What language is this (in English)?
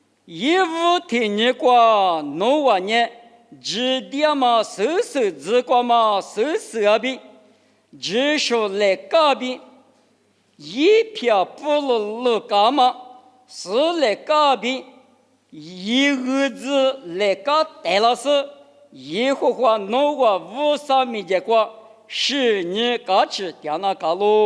Lisu